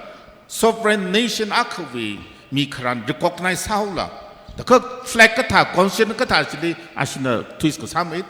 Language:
Tangkhul Naga (India)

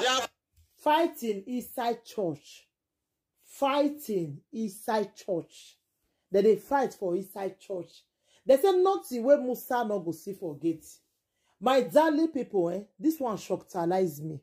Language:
Nigerian Pidgin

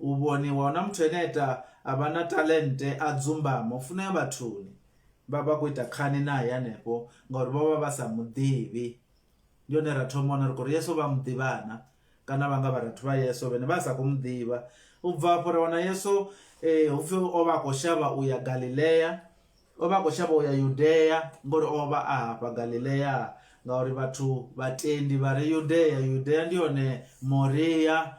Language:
Venda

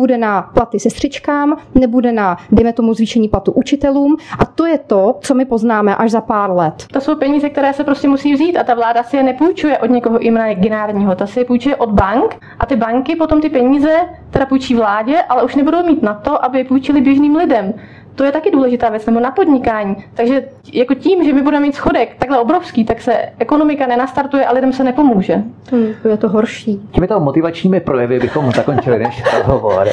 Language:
Czech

